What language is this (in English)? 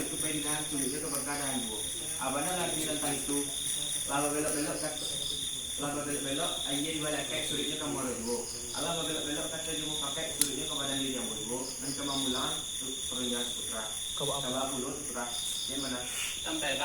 Minangkabau